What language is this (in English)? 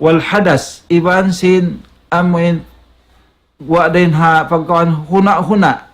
Tausug